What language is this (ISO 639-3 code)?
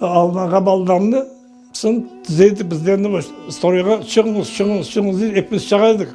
crh